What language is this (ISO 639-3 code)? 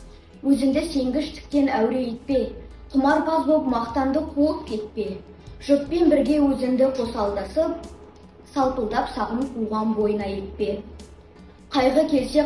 kaz